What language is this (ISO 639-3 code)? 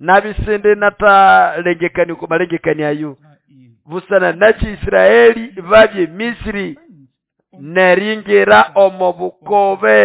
nnb